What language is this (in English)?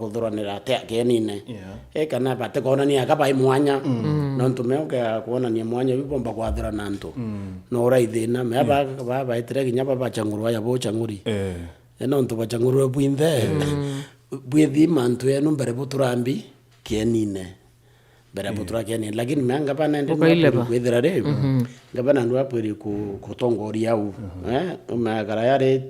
Meru